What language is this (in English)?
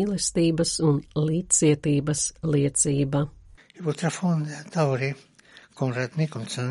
Latvian